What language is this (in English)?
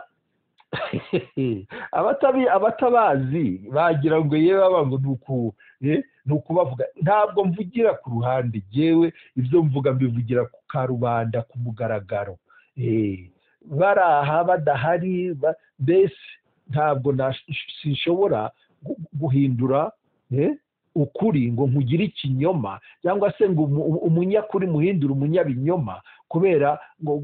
Kinyarwanda